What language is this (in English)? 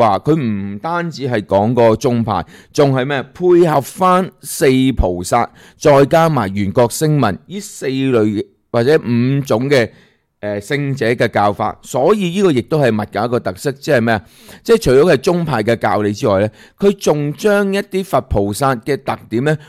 Cantonese